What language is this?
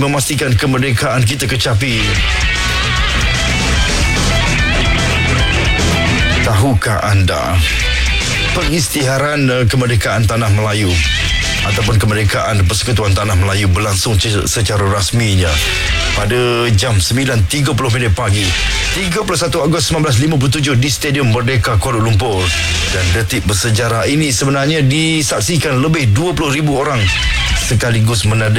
Malay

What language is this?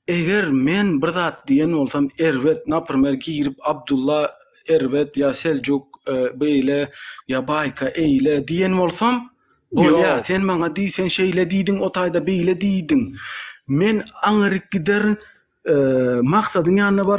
Turkmen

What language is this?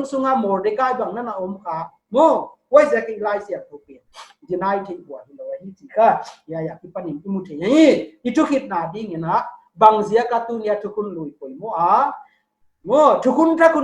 Paite Chin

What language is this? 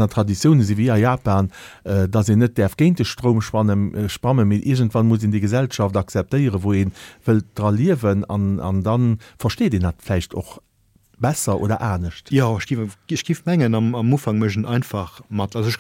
Luxembourgish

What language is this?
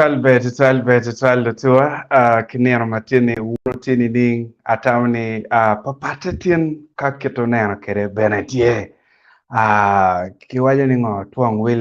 Acoli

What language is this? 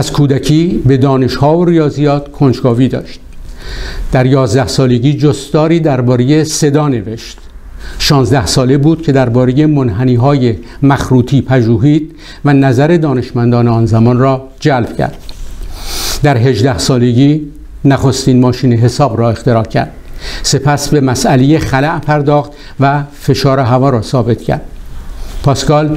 Persian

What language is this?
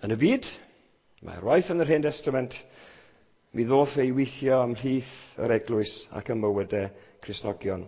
Welsh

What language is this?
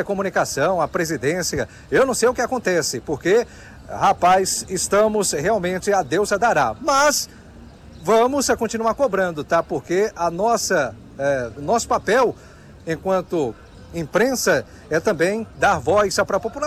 Portuguese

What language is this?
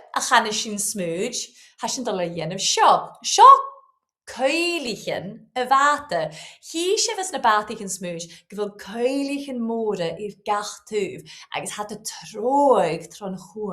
Scottish Gaelic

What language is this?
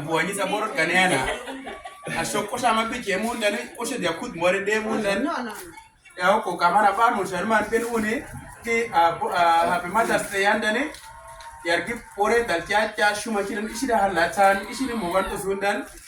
Uduk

